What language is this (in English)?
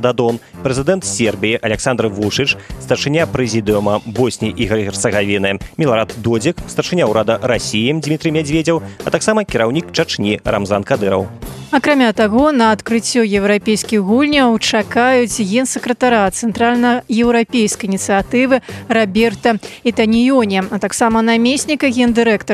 Belarusian